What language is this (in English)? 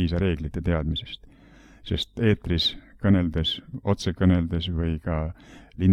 Estonian